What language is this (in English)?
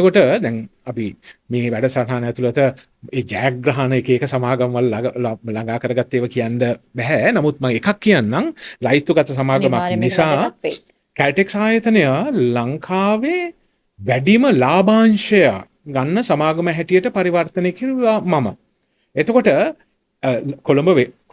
Sinhala